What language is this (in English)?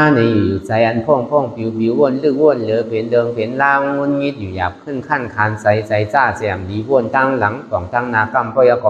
Shan